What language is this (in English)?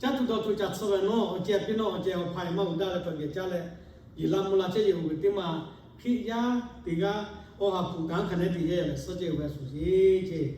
Lahu